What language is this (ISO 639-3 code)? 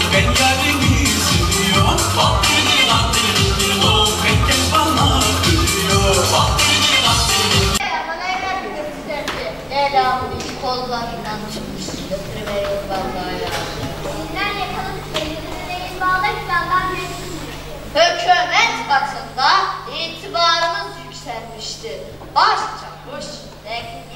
tur